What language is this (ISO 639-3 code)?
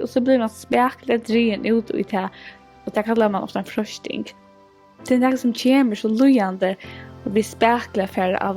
fao